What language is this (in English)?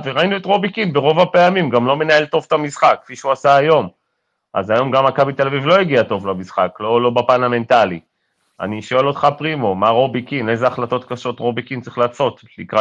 Hebrew